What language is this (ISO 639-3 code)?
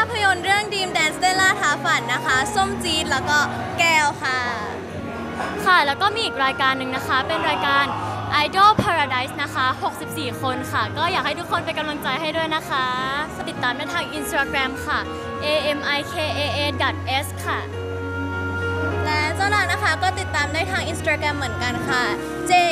tha